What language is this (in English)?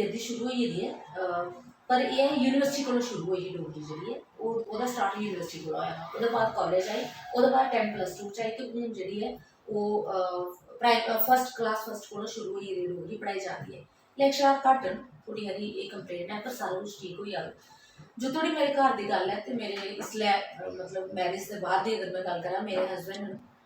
Dogri